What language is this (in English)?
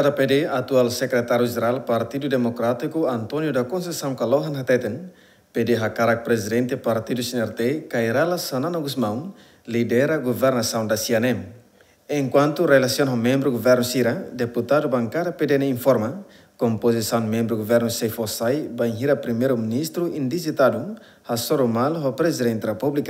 Tetum